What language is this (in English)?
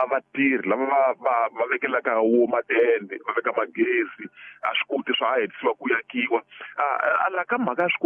Tsonga